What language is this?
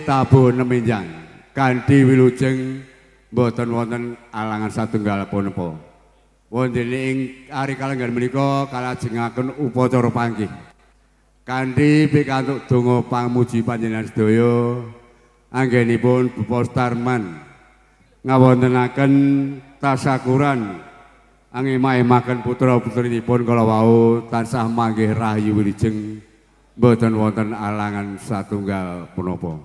Javanese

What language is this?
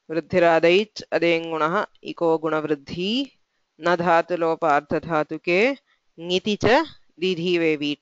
Sanskrit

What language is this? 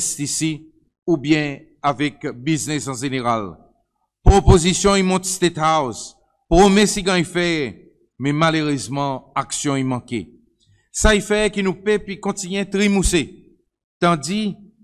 Seselwa Creole French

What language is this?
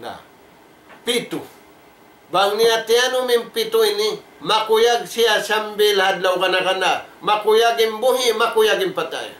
Tausug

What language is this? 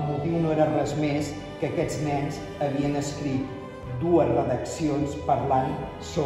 Catalan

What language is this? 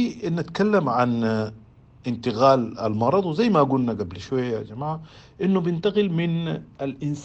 Sudanese Arabic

